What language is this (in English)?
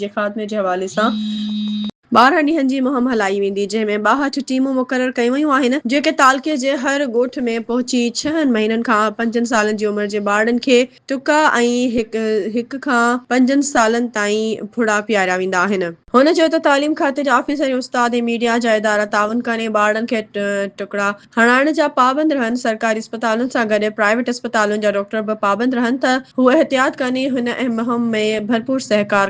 Sindhi